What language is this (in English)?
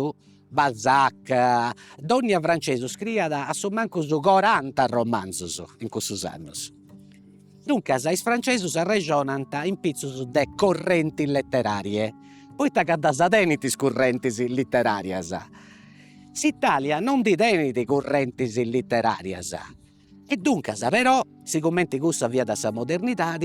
Sardinian